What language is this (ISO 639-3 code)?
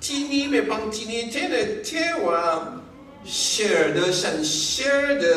raw